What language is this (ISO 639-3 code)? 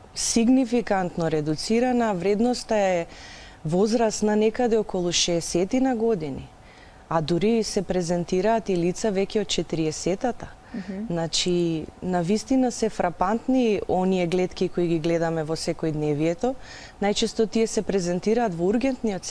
mkd